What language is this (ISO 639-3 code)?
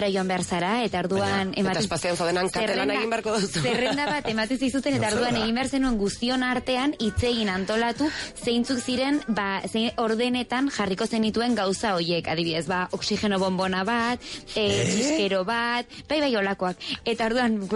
eus